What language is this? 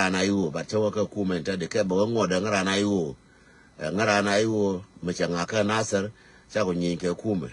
Nuer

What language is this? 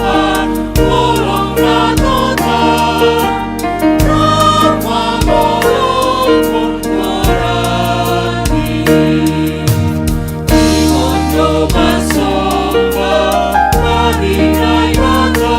Batak Simalungun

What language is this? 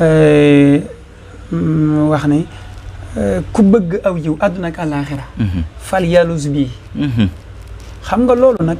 Wolof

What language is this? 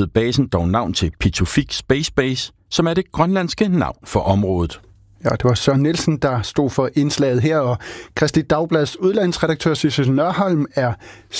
Danish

